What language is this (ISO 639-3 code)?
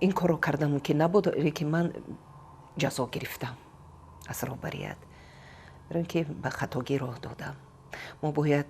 tgk